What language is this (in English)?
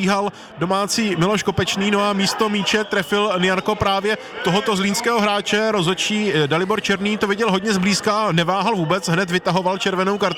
Czech